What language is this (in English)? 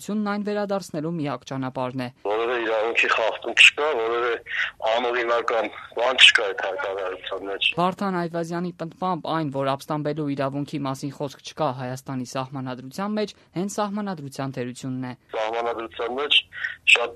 Armenian